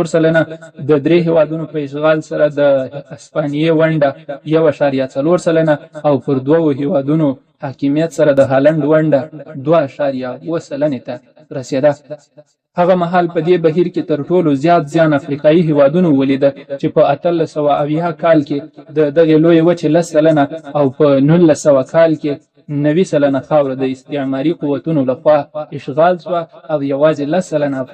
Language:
Pashto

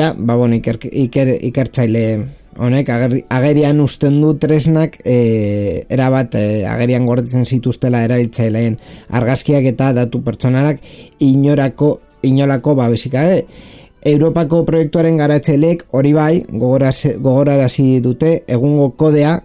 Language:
Basque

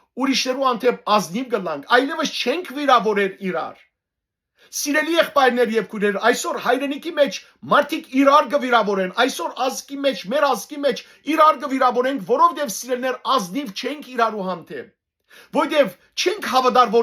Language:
Western Armenian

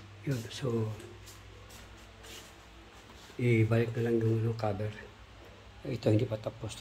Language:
Filipino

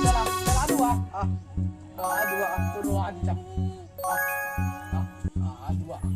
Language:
Chhattisgarhi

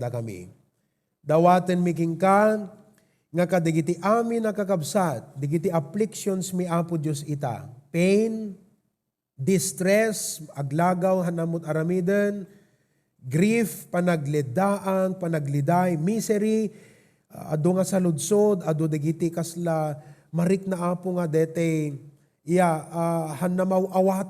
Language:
Iloko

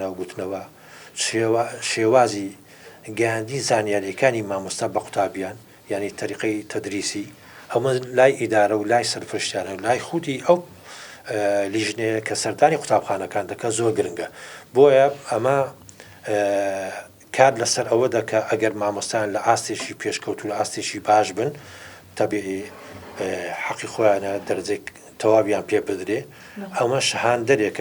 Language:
Central Kurdish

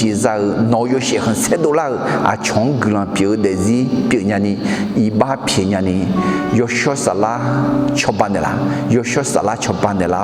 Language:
Akha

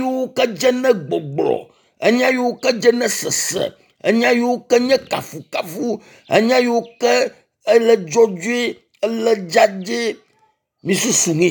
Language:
Ewe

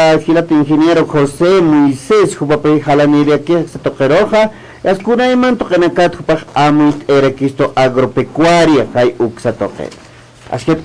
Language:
Aymara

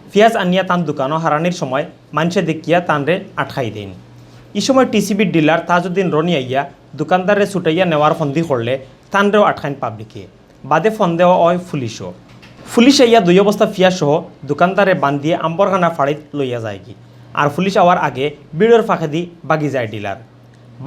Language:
Sylheti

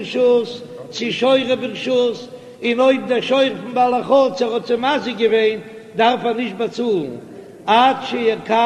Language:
Yiddish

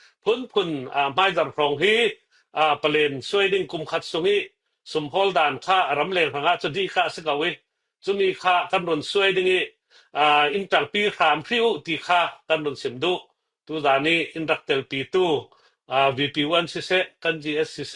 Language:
Falam Chin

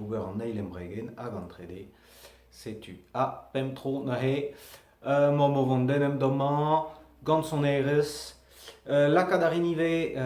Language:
Breton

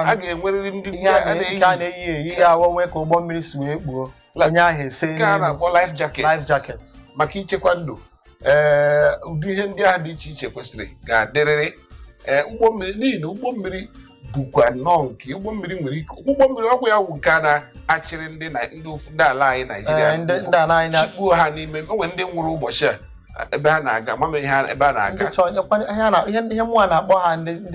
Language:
Igbo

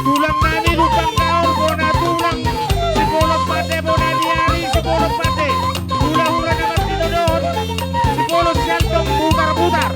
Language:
Batak Toba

